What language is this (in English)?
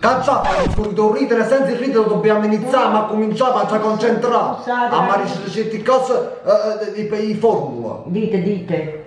Neapolitan